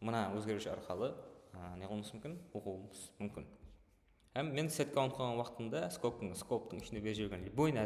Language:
Kara-Kalpak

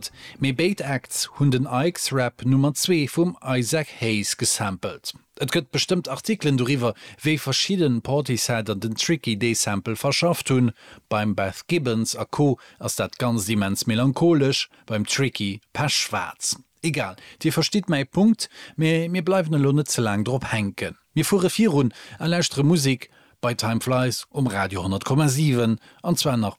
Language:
Luxembourgish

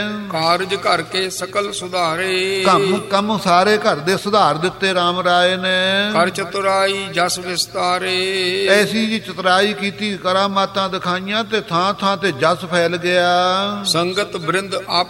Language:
Punjabi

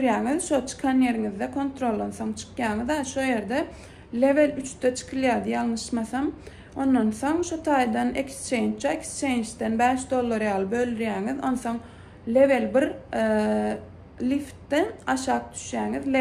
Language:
Turkmen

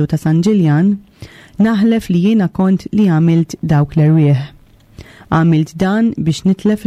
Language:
Maltese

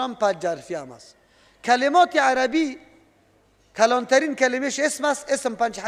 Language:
Persian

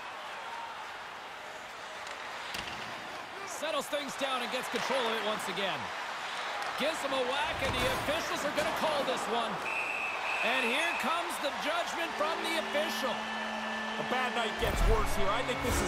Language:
English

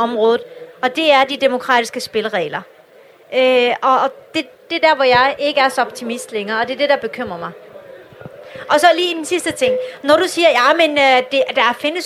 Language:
Danish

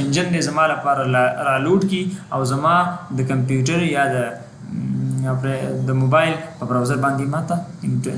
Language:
Pashto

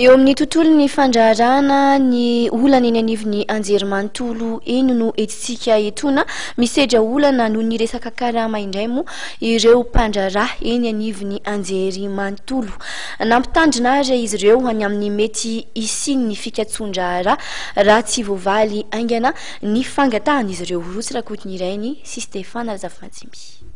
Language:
Malagasy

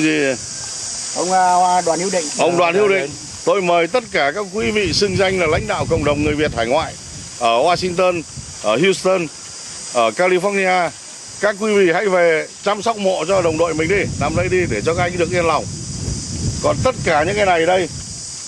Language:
Vietnamese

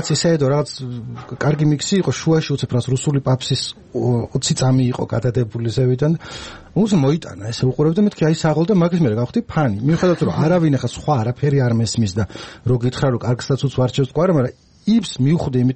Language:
Georgian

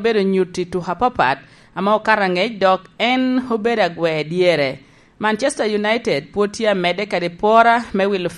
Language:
Lango (Uganda)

